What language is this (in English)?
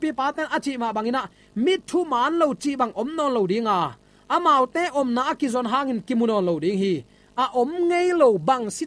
Tedim Chin